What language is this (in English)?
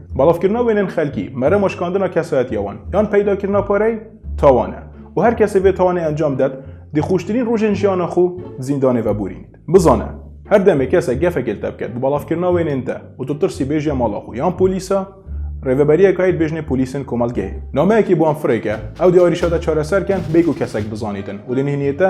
Kurdish